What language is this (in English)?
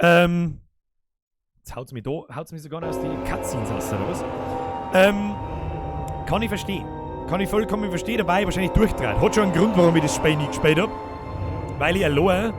Bavarian